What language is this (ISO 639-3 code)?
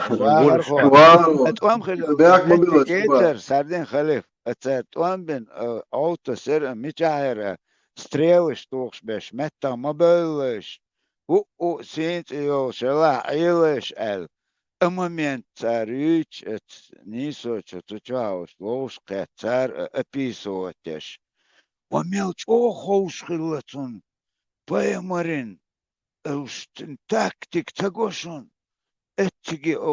che